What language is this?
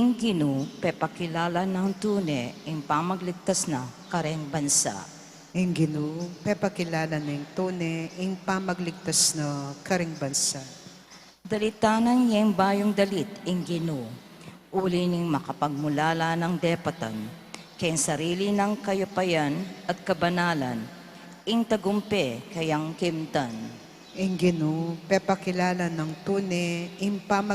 Pampanga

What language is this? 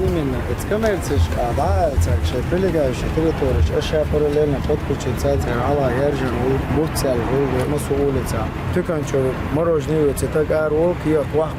Chechen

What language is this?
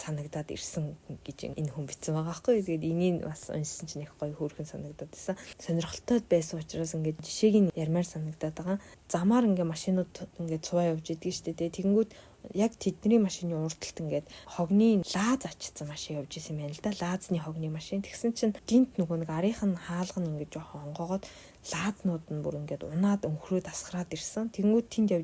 Mongolian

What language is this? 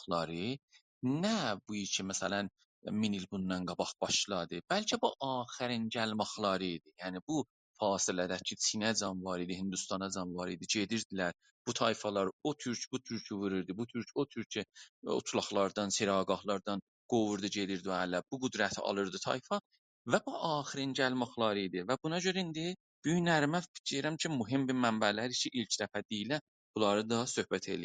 South Azerbaijani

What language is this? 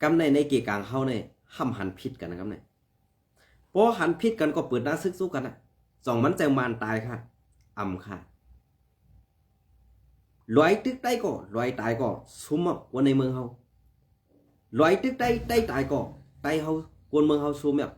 Shan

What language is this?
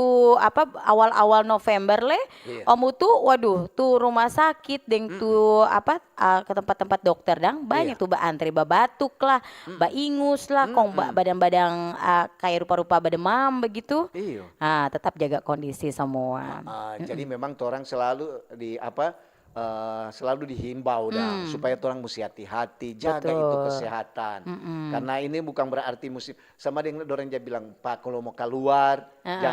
Manado Malay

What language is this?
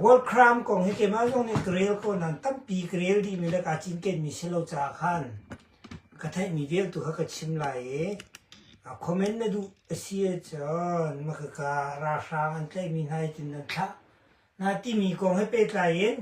Hakha Chin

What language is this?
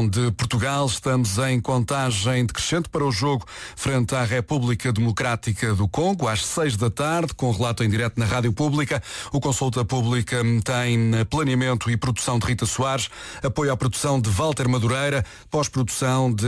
Portuguese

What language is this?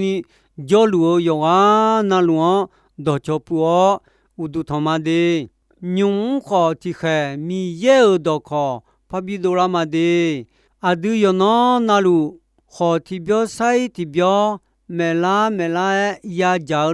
Akha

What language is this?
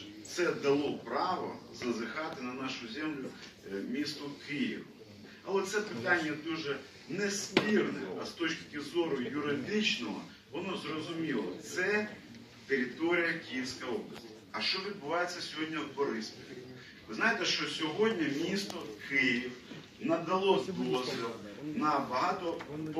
Ukrainian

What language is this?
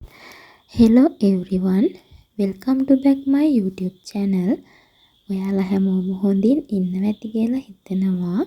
Sinhala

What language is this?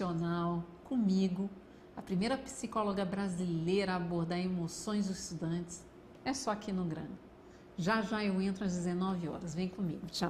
Portuguese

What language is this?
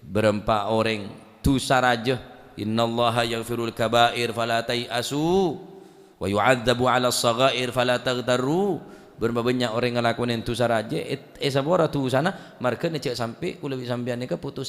Madurese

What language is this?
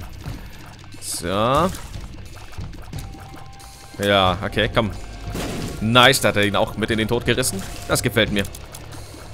German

